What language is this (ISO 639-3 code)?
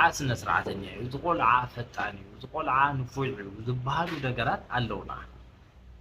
tir